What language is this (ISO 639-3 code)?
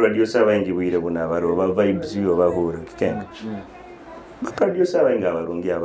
nyo